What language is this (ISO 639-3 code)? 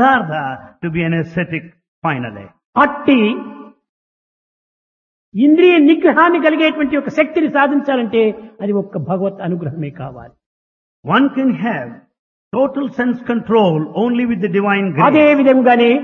tel